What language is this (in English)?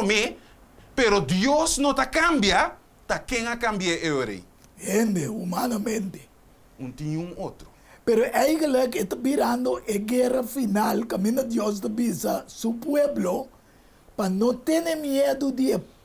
Papiamento